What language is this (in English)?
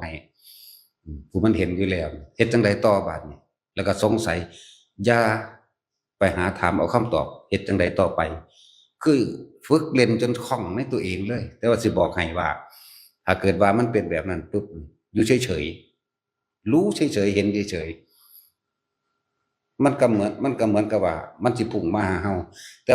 Northeastern Thai